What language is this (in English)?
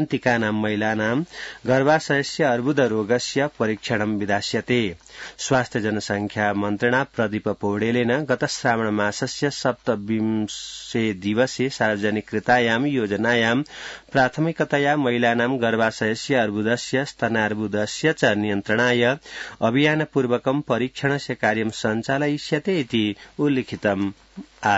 Sanskrit